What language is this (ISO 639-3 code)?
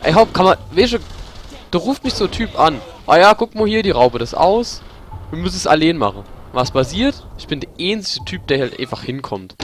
pfl